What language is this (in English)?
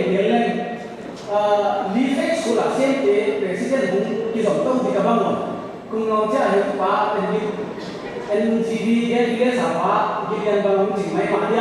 Paite Chin